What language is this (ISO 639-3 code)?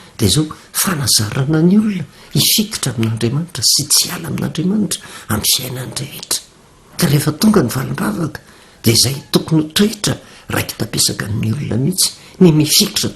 mlg